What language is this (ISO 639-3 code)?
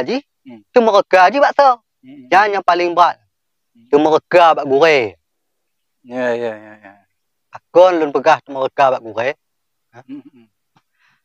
ace